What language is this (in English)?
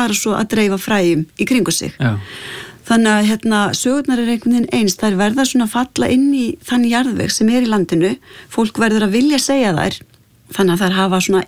Icelandic